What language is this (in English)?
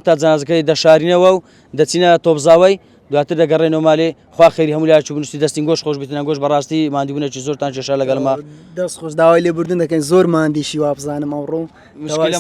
Central Kurdish